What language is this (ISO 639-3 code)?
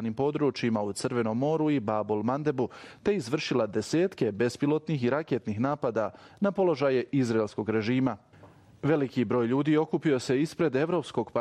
bos